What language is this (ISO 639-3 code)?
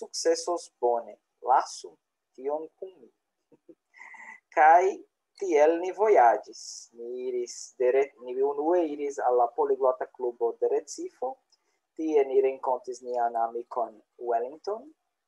epo